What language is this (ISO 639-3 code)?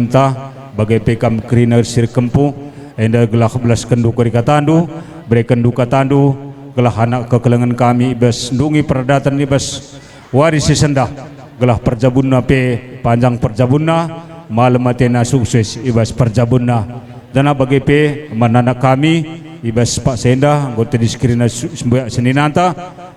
btx